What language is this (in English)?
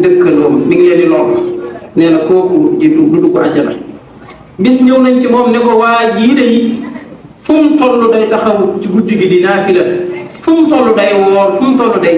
Wolof